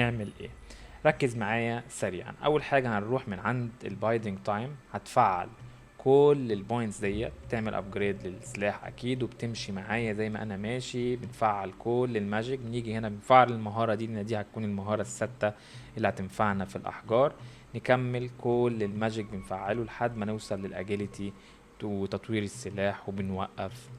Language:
Egyptian Arabic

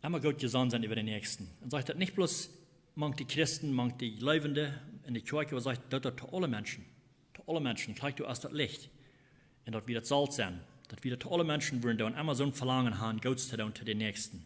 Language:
Plautdietsch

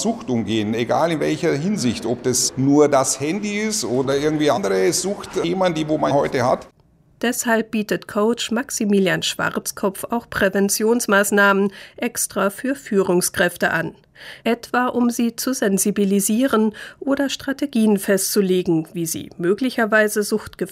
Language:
German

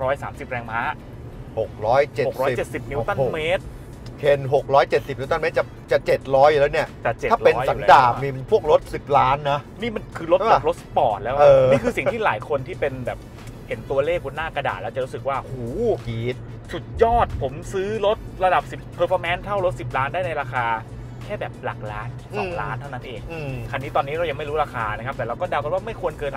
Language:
Thai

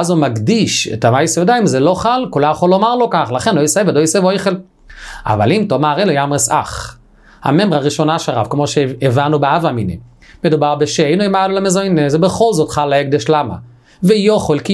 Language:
Hebrew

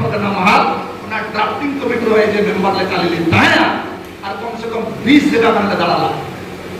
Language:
Santali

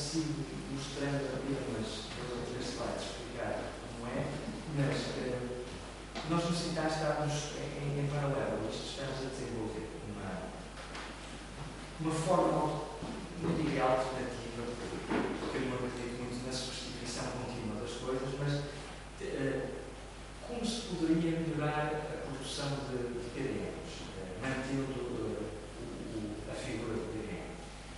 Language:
Portuguese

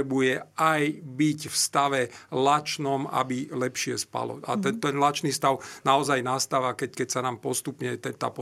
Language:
Slovak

